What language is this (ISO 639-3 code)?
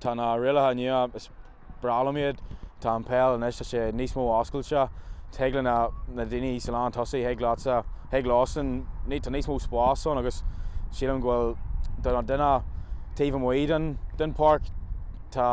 gle